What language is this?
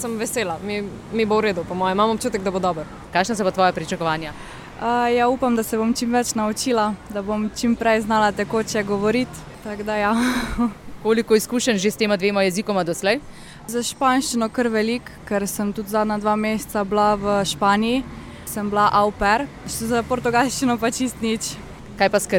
Slovenian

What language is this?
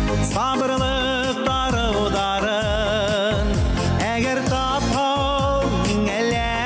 Bashkir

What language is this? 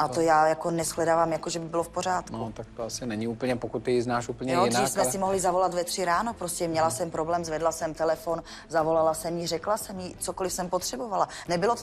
Czech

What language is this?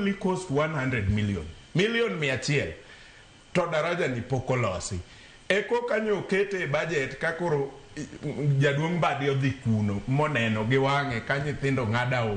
Luo (Kenya and Tanzania)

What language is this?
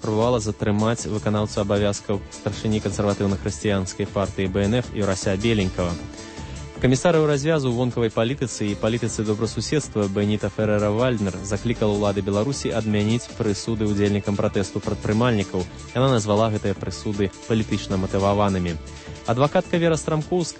Belarusian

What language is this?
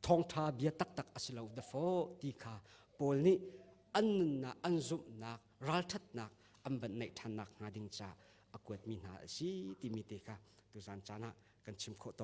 Hakha Chin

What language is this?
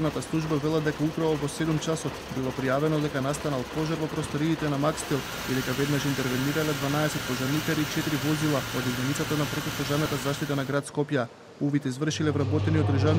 Macedonian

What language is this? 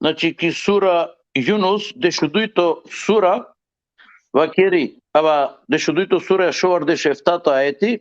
Balkan Romani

